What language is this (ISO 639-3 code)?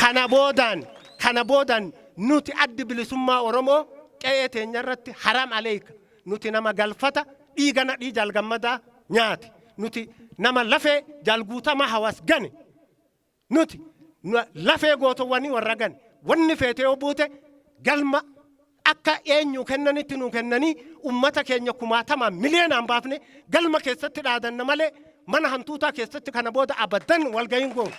orm